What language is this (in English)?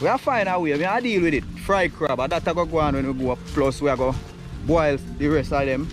Jamaican Creole English